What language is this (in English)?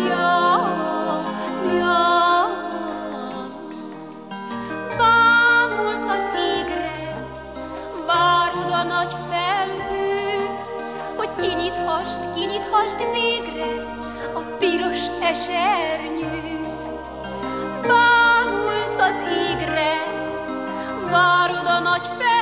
Hungarian